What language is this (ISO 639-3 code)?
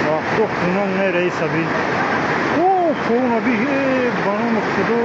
tgk